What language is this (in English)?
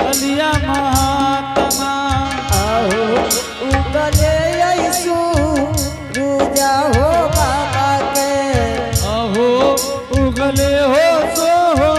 Angika